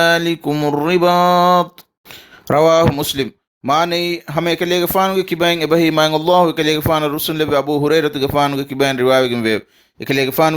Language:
Divehi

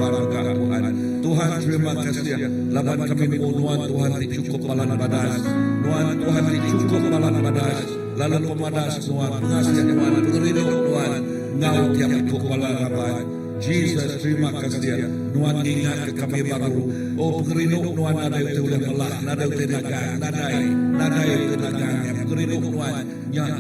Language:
Iban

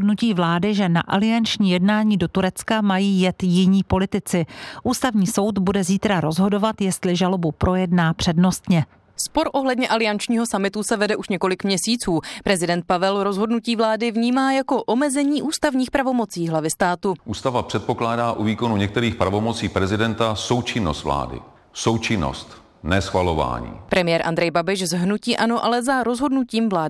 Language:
Czech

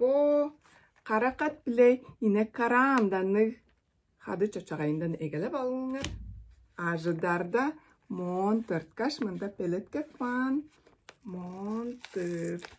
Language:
Tuvinian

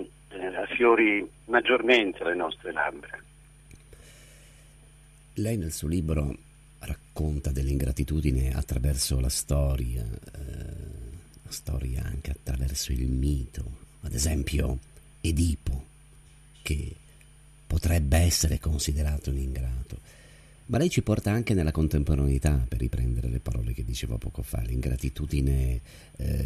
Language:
Italian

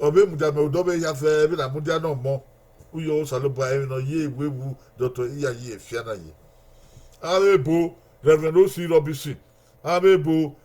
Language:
Bini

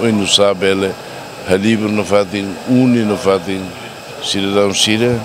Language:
Tetum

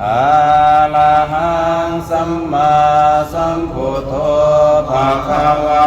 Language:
Pali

